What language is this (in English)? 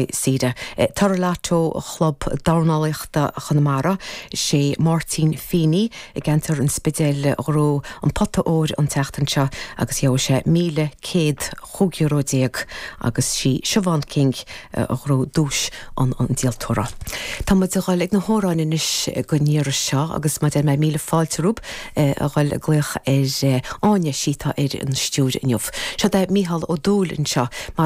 Irish